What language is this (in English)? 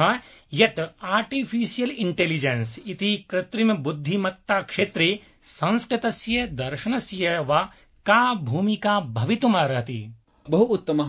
Sanskrit